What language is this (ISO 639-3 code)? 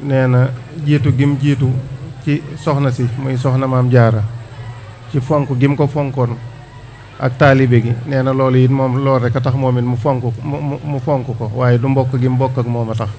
wol